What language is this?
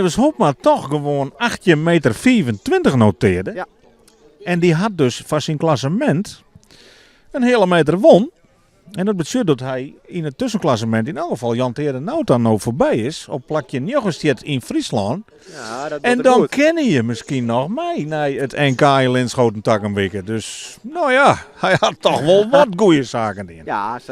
Western Frisian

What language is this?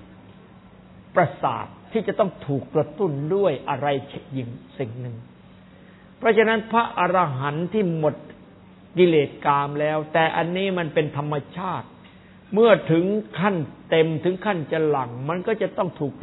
Thai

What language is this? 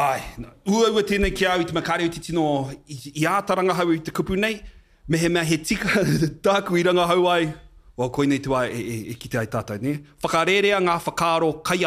Māori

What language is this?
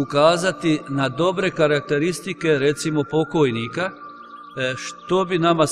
Croatian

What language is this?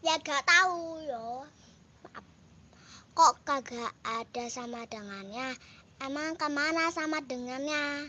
Betawi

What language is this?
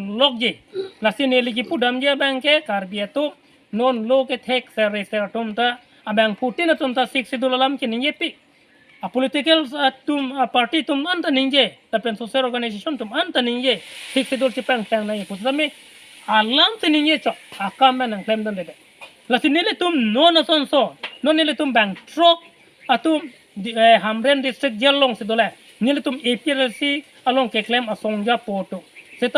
Karbi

